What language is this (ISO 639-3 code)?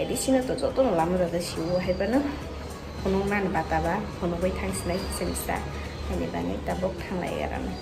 trp